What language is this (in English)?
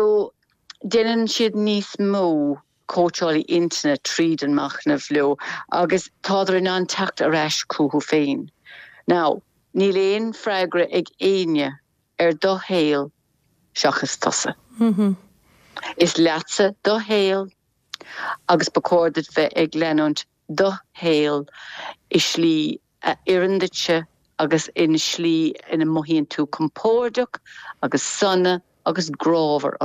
Irish